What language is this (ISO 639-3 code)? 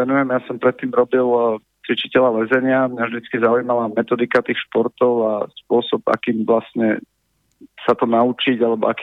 slk